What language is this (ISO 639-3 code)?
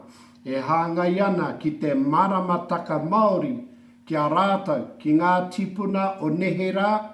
mri